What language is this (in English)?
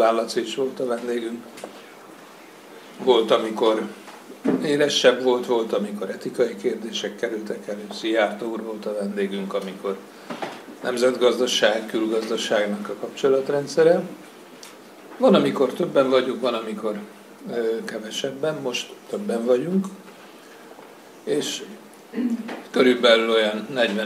Hungarian